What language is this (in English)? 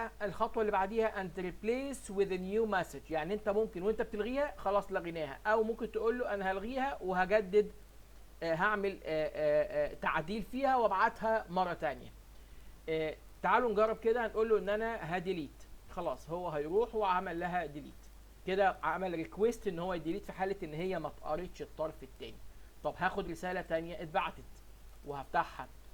Egyptian Arabic